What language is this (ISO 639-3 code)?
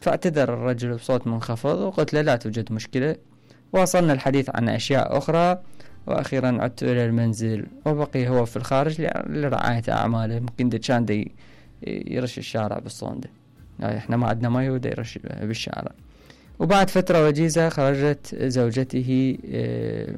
acm